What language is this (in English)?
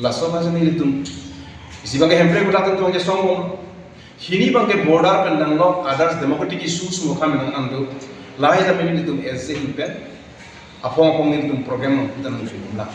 Karbi